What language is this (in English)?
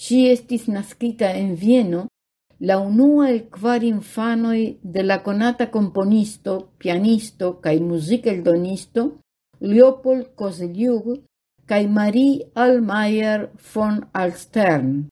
Esperanto